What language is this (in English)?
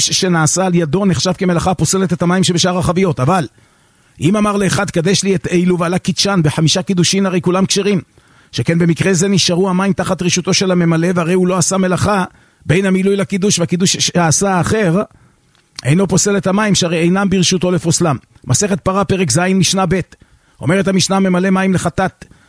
Hebrew